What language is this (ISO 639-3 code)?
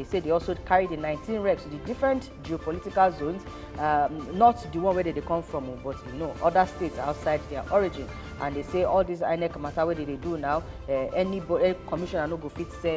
pcm